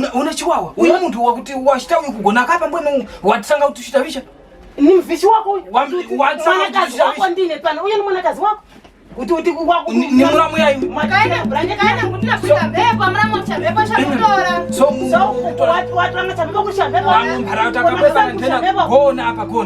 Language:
Tumbuka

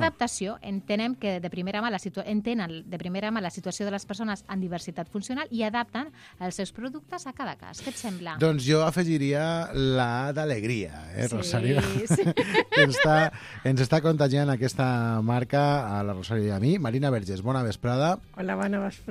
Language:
Catalan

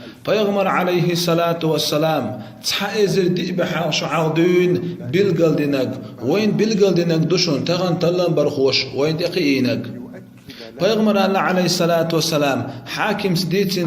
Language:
Chechen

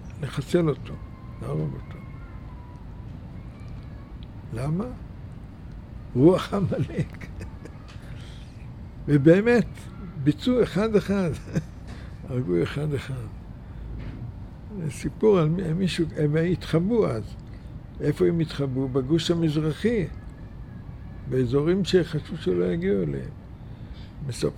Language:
Hebrew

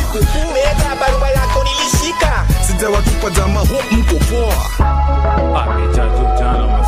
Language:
Swahili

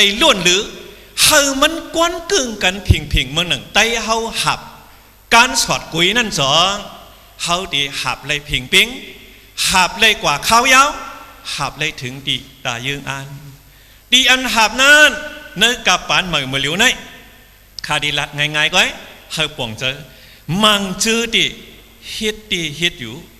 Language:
Shan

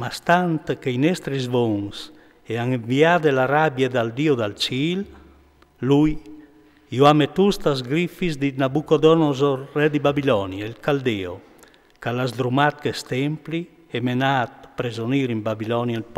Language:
Friulian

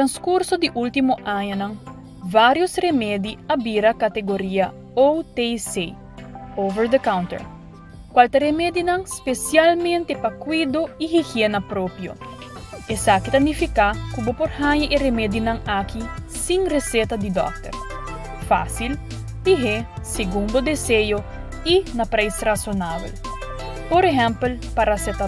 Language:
Papiamento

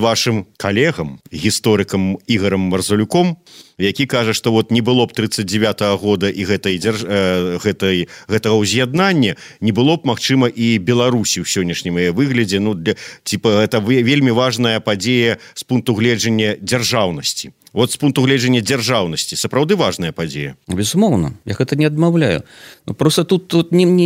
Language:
Belarusian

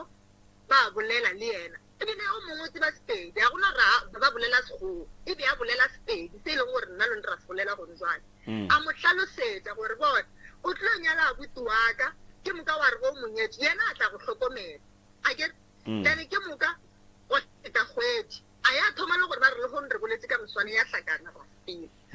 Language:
Northern Sotho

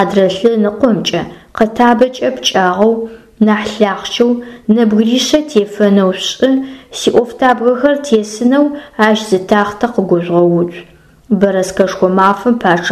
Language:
Adyghe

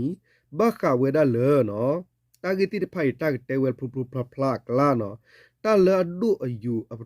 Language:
S'gaw Karen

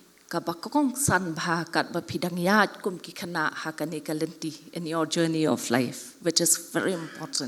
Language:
Khasi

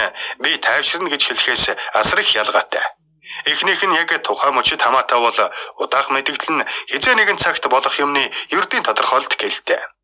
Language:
Mongolian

